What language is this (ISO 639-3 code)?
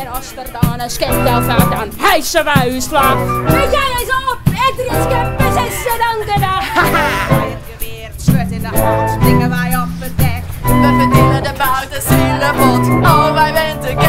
fry